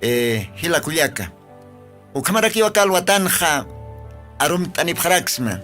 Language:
Aymara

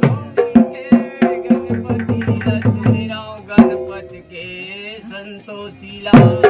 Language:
Chhattisgarhi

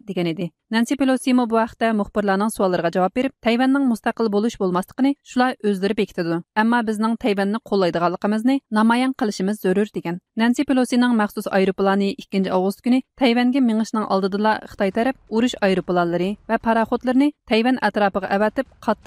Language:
Uyghur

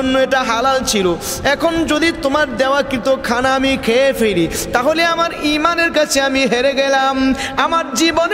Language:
Bangla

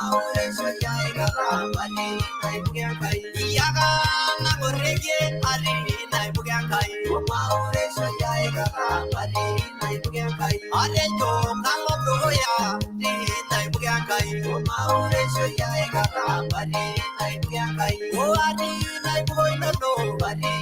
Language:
Masai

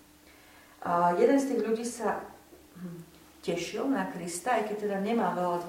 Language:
Slovak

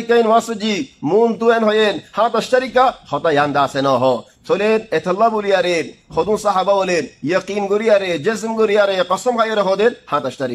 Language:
Rohingya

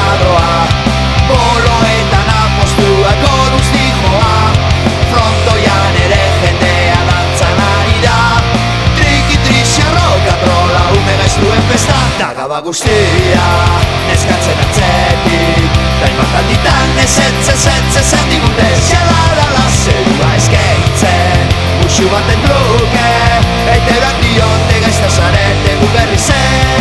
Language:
Basque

